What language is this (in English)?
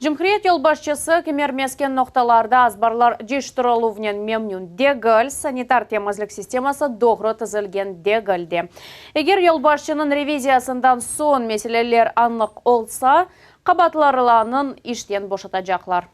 Crimean Tatar